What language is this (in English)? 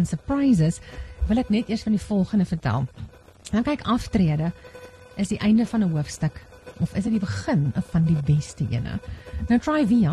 Afrikaans